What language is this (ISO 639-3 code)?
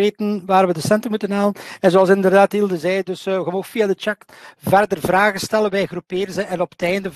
nld